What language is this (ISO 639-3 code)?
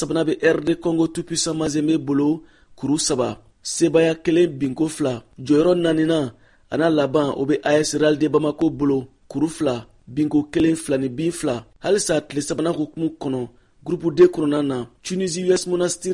bam